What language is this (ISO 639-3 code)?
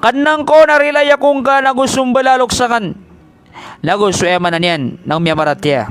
mrw